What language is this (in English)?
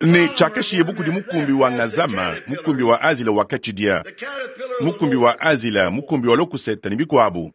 Luba-Lulua